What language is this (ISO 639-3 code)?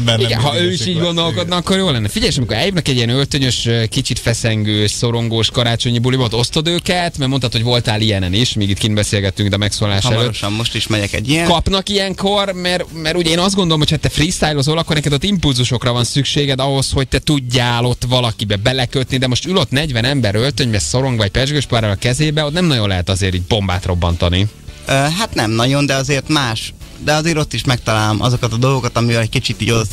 hun